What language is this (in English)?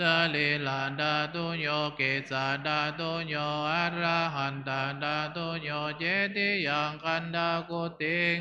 Pali